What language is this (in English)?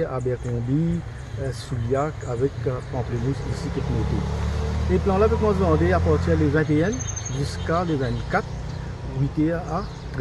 Morisyen